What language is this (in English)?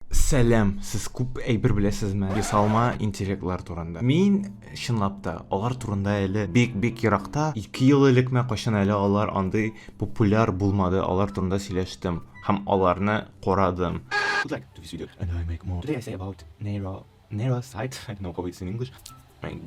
Tatar